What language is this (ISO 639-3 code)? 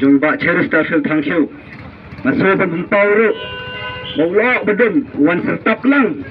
kha